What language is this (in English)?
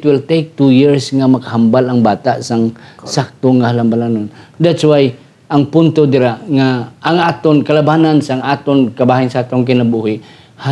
Hiligaynon